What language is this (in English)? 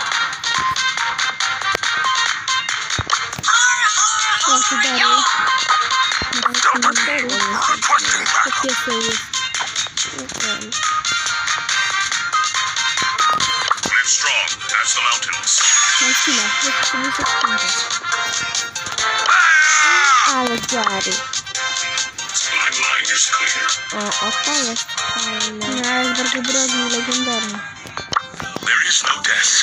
Polish